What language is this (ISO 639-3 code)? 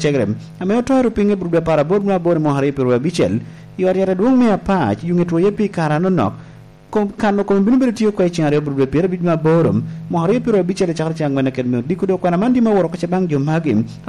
laj